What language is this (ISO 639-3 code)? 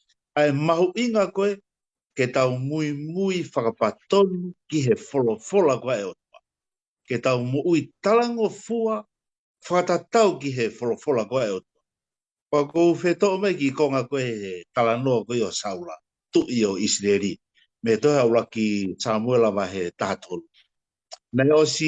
ton